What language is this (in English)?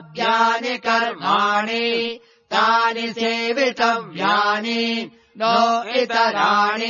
Sanskrit